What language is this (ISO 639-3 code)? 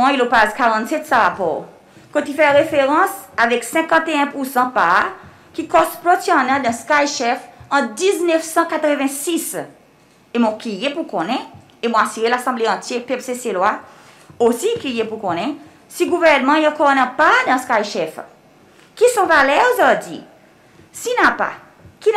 crs